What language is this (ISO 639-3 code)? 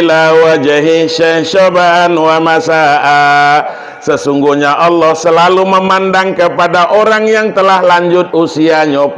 min